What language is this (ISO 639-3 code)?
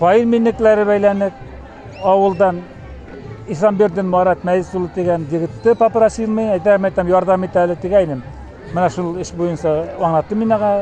bak